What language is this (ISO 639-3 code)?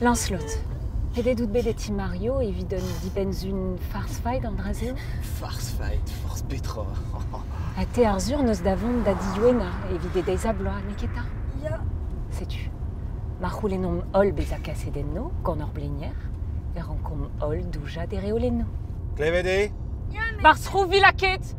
bre